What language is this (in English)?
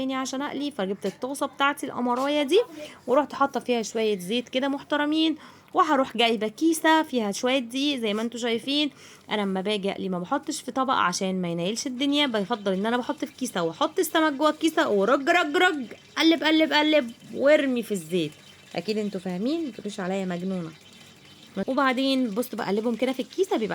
Egyptian Arabic